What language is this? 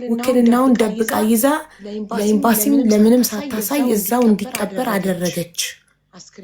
Amharic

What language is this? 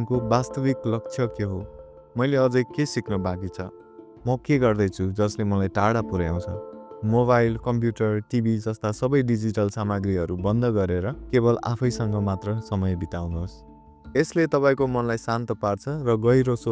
Nepali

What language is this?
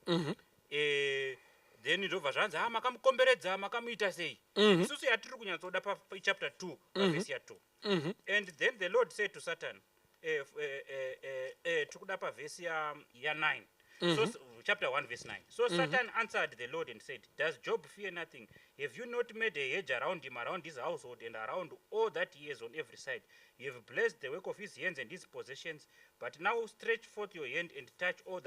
Shona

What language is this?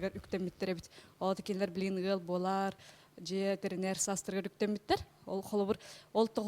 Yakut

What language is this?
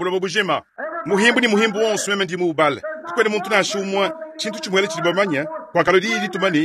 Luba-Lulua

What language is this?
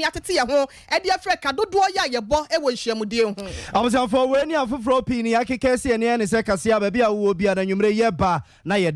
Akan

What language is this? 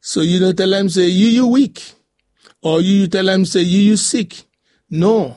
Bislama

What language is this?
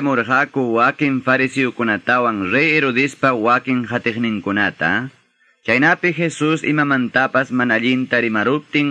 Quechua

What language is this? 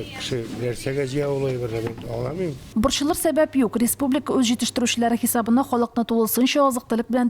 Tatar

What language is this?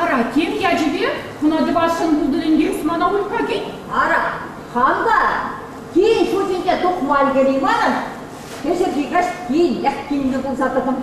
Chuvash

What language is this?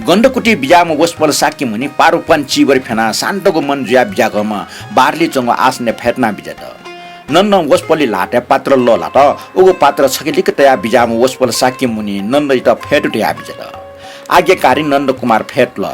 Newari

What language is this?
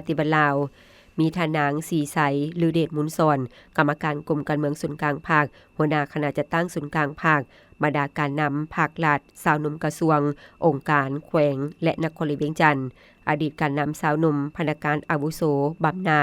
Lao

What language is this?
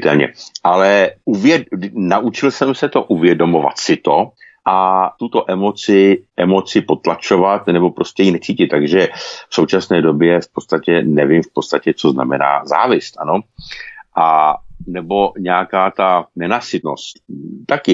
Czech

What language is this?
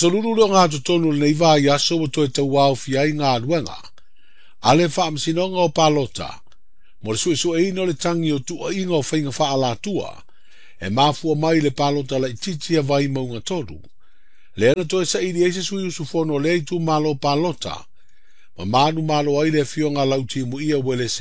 Samoan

